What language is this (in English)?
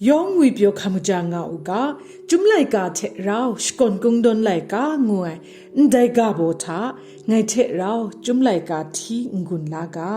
Kachin